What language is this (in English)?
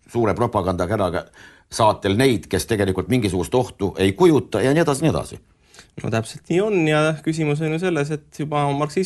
Estonian